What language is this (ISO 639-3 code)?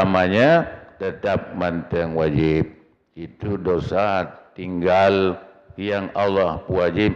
ace